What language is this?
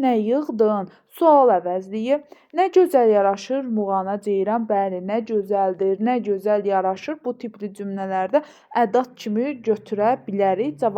Azerbaijani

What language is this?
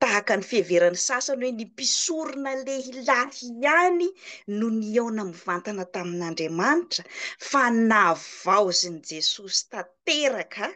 Malagasy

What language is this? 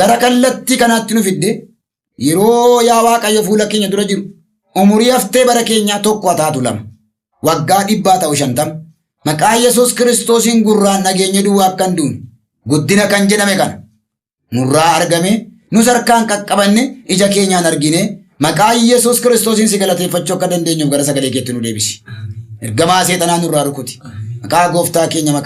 Oromo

